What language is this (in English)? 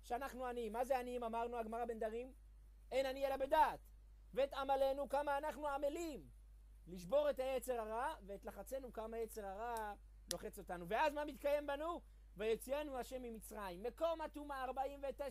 Hebrew